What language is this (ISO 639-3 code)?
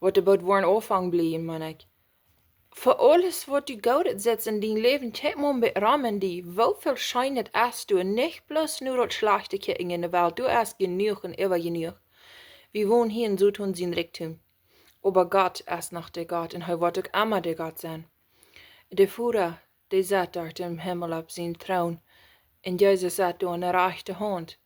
pdt